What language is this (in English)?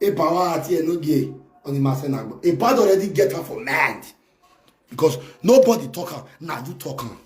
Nigerian Pidgin